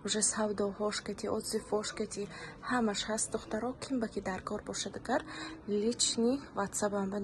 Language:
Tajik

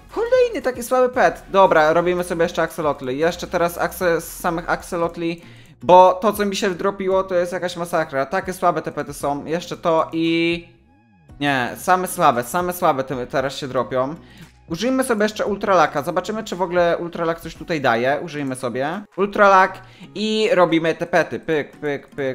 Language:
Polish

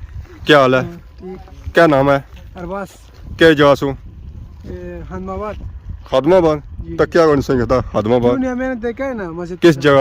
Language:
Pahari-Potwari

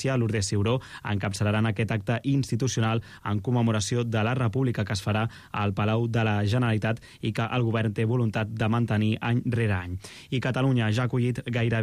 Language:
Catalan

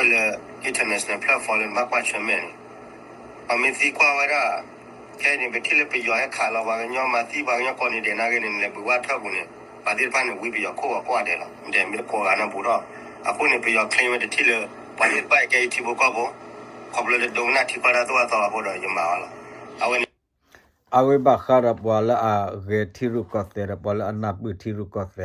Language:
S'gaw Karen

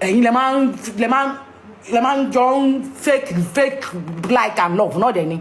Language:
Yoruba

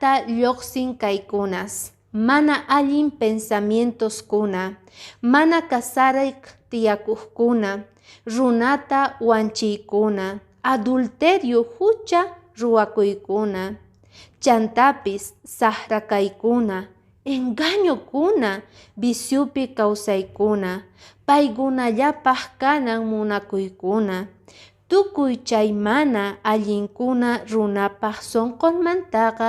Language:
Quechua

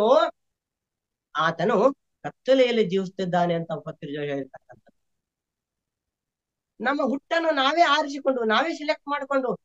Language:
Kannada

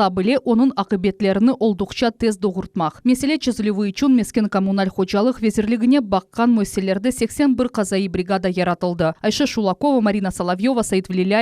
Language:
Crimean Tatar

